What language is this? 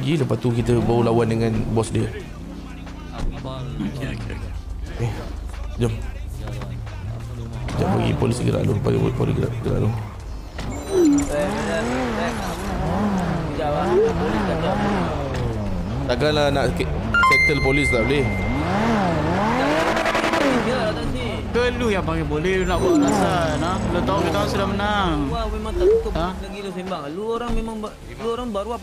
Malay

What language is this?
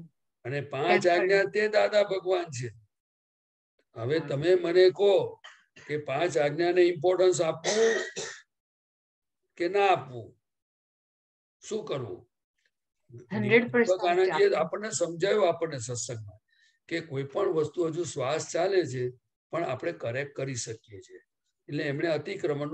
Gujarati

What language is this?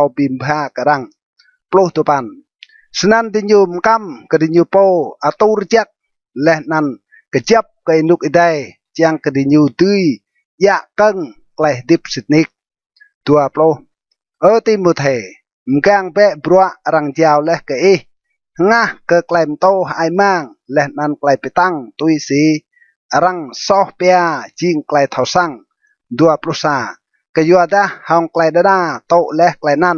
Rade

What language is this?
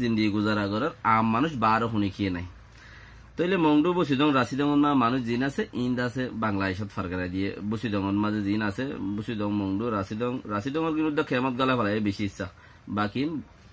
Rohingya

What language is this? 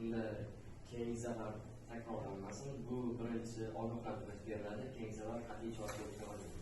Uzbek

